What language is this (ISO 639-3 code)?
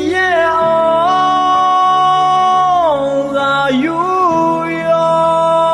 ahk